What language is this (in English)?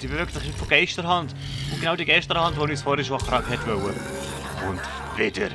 Swiss German